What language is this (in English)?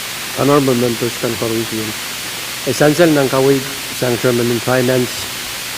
Pohnpeian